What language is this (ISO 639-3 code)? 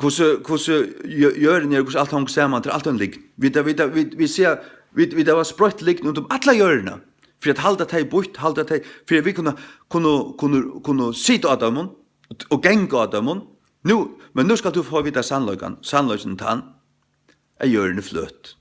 fao